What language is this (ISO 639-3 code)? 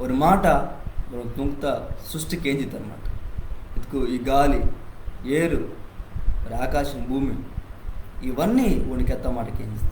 kff